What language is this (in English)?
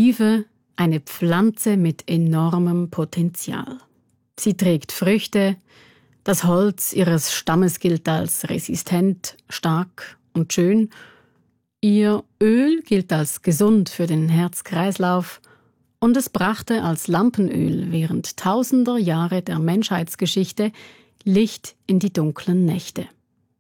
German